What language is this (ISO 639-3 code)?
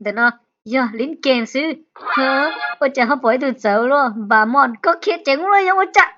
hmn